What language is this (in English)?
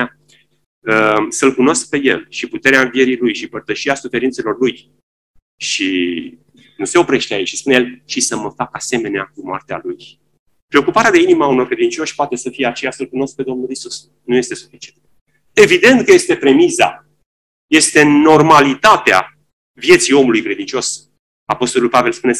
Romanian